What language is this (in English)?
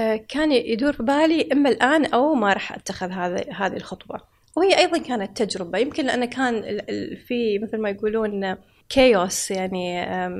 Gulf Arabic